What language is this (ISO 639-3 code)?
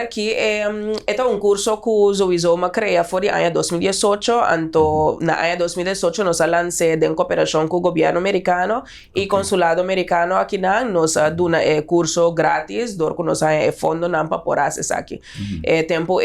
pap